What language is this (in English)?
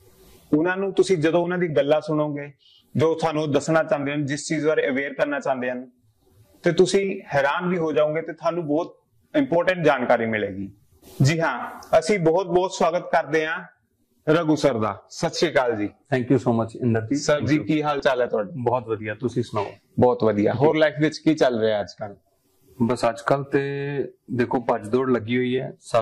Punjabi